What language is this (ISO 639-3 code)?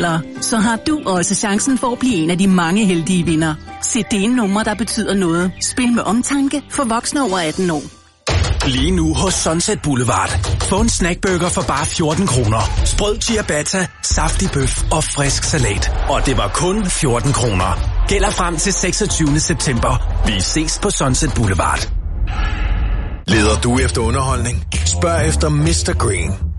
dan